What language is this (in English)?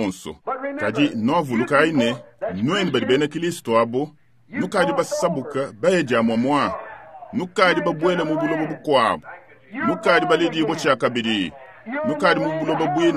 Luba-Lulua